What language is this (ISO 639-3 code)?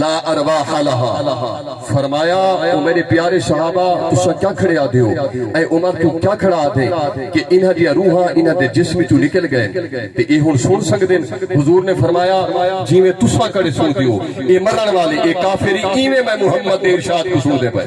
skr